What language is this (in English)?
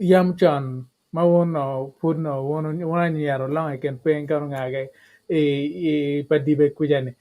Acoli